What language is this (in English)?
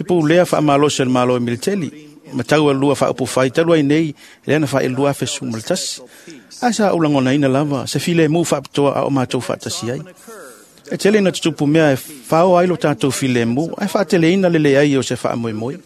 Samoan